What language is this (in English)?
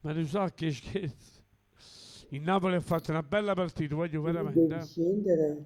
Neapolitan